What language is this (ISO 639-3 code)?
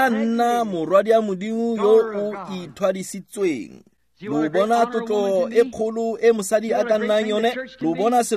tsn